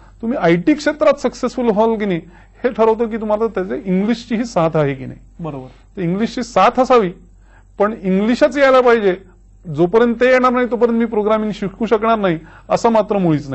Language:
Marathi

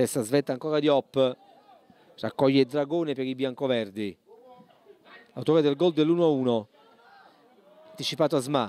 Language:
Italian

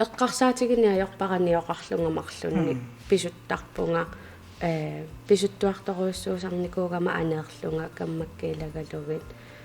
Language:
Kalaallisut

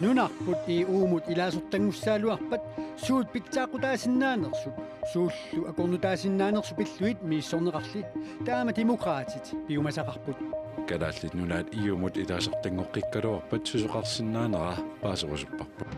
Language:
Kalaallisut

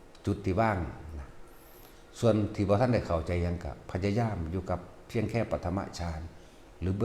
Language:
Northeastern Thai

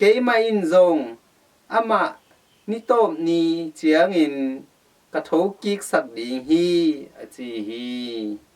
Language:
Tedim Chin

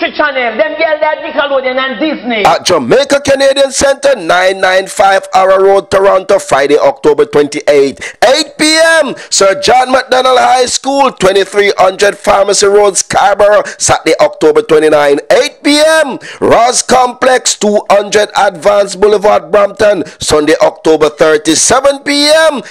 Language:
Jamaican Creole English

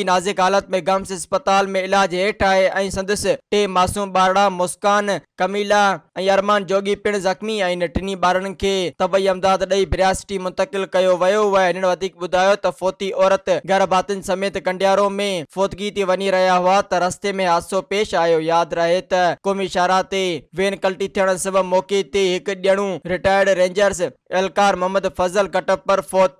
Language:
Sindhi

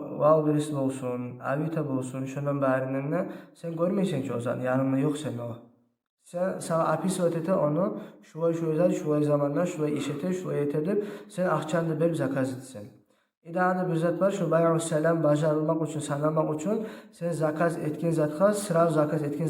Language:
Kumyk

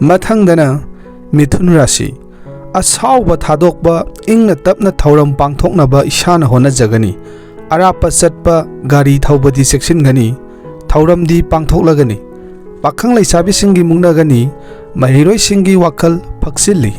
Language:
Manipuri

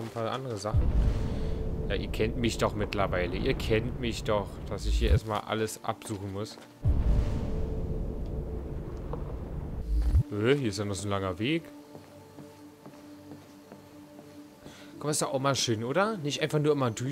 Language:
German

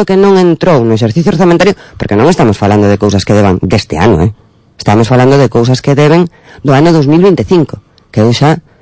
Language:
Galician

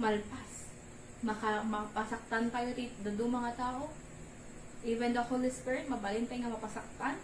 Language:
Iloko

